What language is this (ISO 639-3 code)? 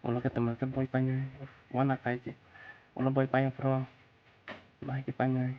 trp